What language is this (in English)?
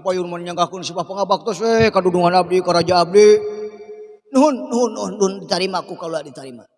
Sundanese